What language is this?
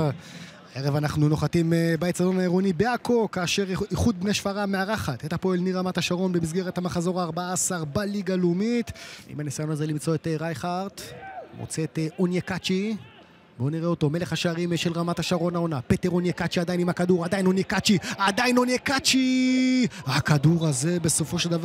Hebrew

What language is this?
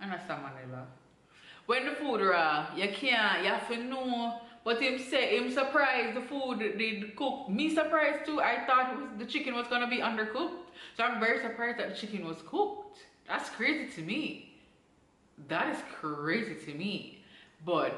Jamaican Creole English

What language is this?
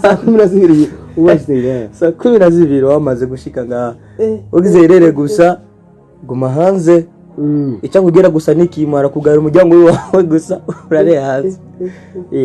Rundi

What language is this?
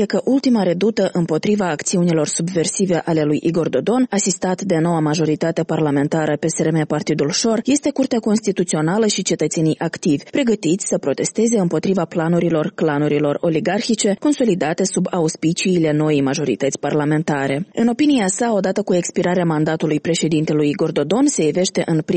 Romanian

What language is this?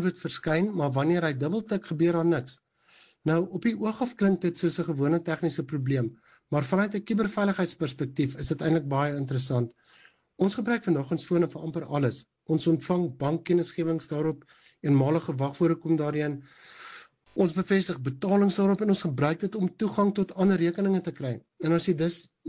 Afrikaans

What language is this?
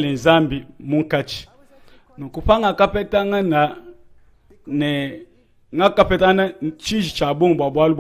Luba-Lulua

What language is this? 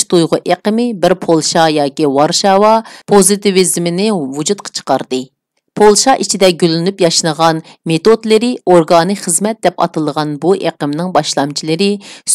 Uyghur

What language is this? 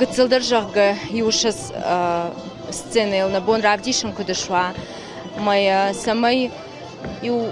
Ossetic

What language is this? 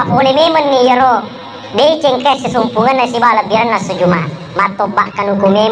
Buginese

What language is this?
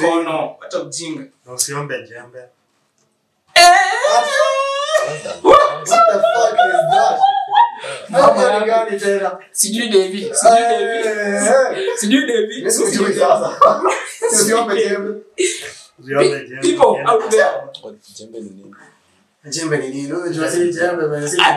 Swahili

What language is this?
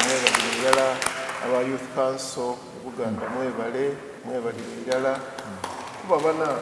Soga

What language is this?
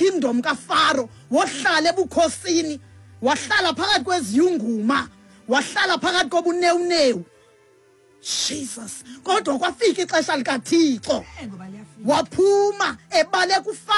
Xhosa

